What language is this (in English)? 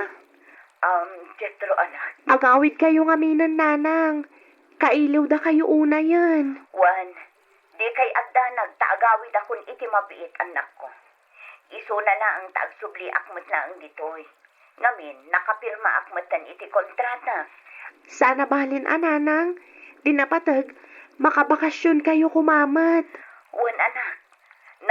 Iloko